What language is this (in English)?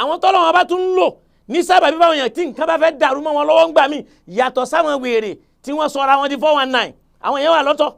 Yoruba